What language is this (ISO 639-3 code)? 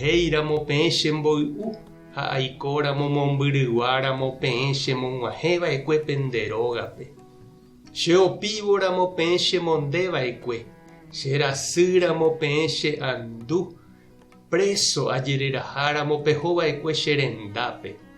grn